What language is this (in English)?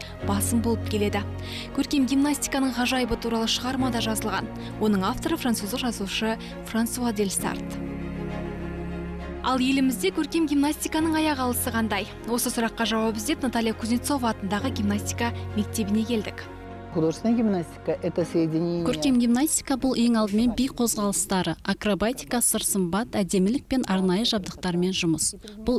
Kazakh